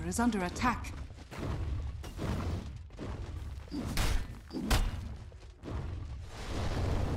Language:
English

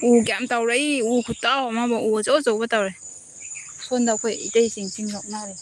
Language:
Manipuri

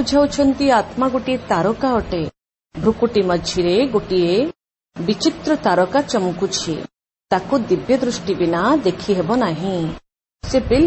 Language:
Odia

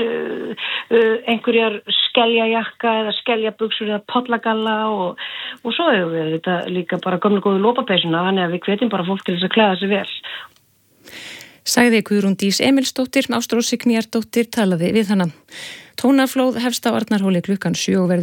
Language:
Icelandic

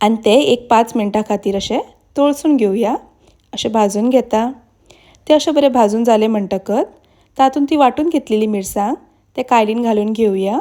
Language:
Konkani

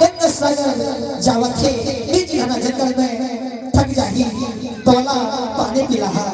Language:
Chhattisgarhi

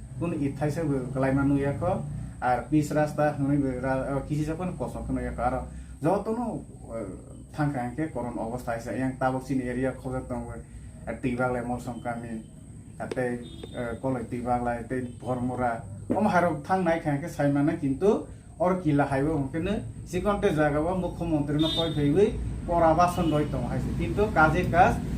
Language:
Kok Borok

